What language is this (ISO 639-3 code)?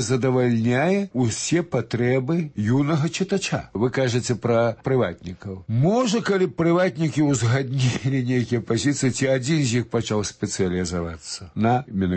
bel